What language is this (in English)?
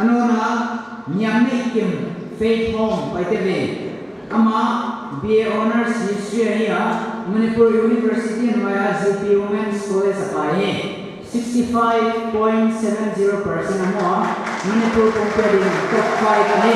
Paite Chin